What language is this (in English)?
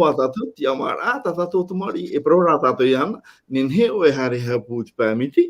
Tahitian